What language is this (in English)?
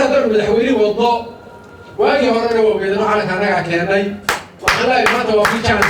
Somali